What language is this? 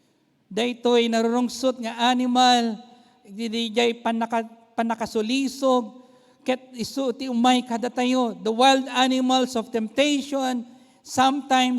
Iloko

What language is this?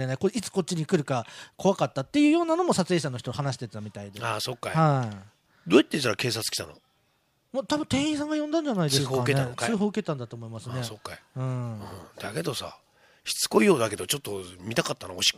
Japanese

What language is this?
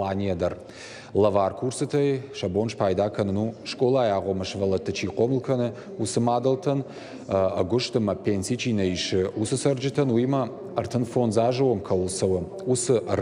Ossetic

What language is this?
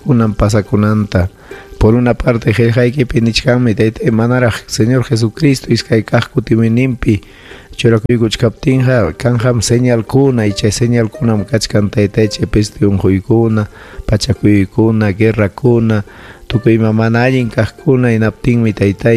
Ayacucho Quechua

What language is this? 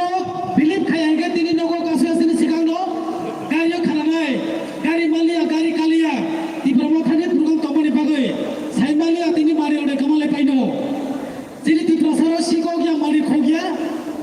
Kok Borok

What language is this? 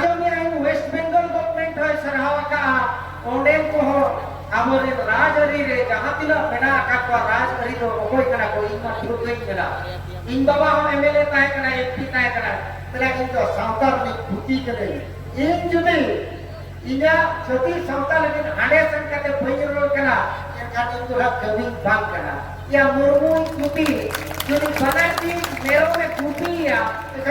Santali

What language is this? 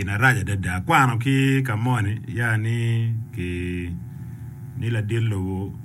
Acoli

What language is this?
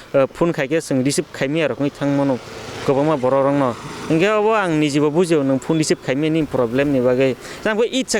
Kok Borok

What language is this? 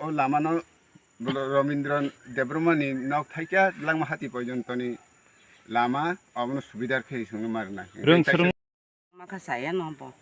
Kok Borok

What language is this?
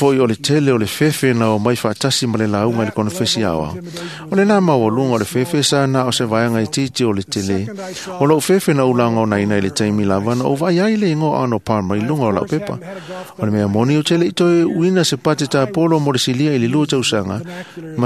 Samoan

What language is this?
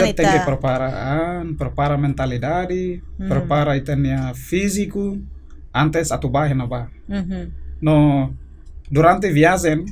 Tetum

